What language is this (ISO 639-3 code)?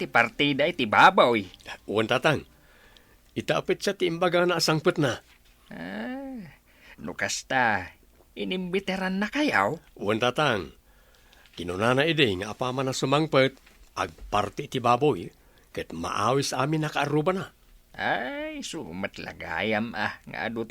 ilo